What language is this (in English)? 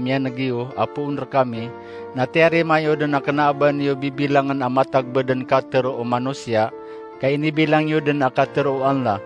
Maranao